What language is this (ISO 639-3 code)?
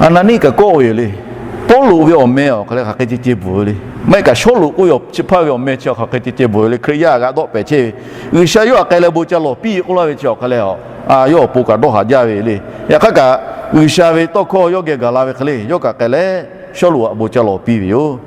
lhu